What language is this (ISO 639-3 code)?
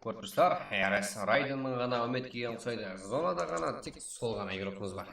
kaa